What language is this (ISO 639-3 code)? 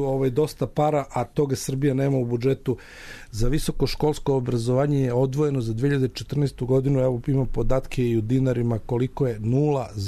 srp